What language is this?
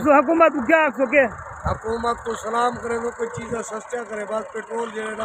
Saraiki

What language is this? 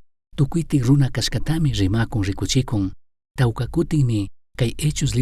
Chimborazo Highland Quichua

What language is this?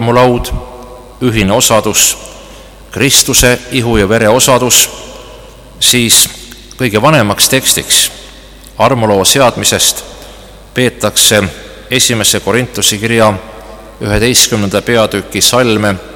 Estonian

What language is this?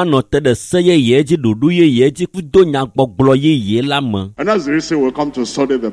Ewe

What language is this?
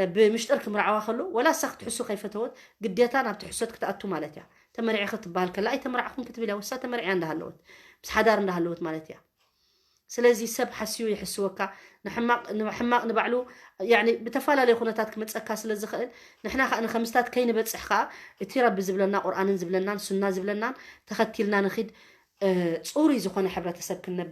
Tigrinya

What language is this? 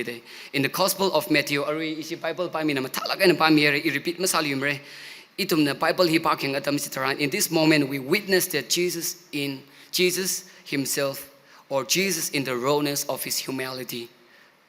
Tangkhul Naga (India)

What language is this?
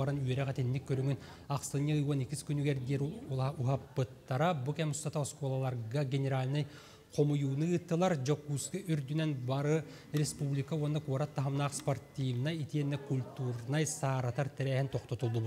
Yakut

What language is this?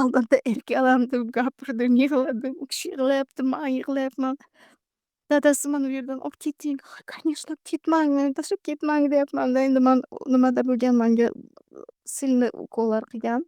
Uzbek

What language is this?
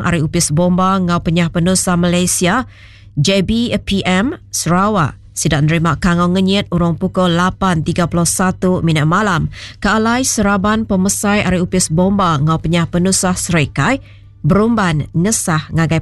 Iban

